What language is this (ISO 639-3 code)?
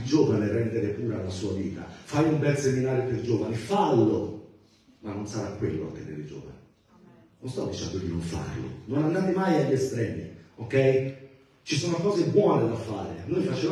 ita